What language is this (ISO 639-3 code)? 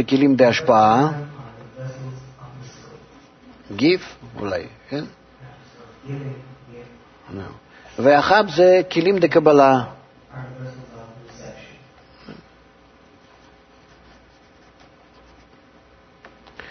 heb